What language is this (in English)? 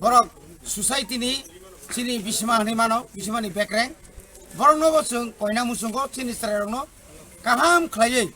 Kok Borok